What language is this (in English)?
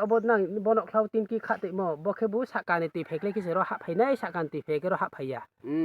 Riang (India)